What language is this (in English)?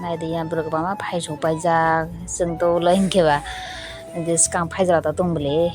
Kok Borok